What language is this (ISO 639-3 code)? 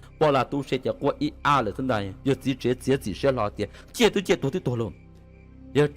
hmn